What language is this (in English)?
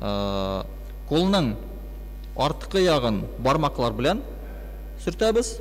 Tatar